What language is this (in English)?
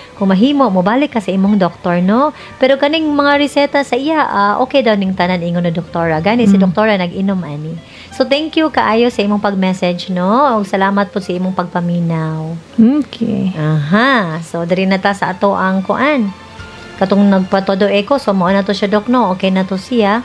Cebuano